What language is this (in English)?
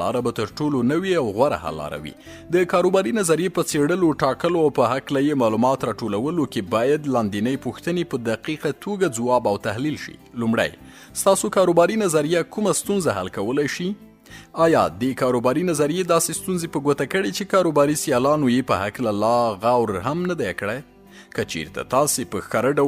Pashto